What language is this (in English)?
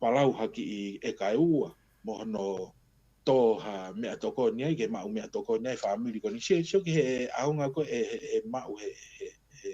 Tongan